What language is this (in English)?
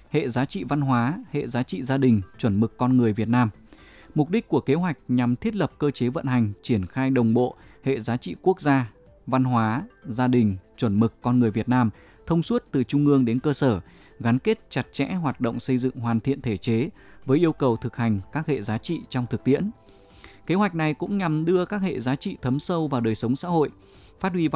Vietnamese